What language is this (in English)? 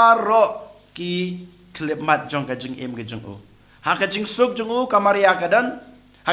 Khasi